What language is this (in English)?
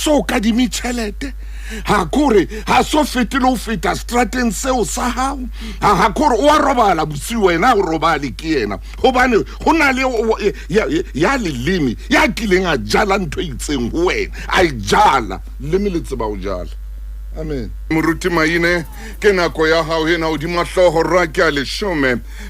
Southern Sotho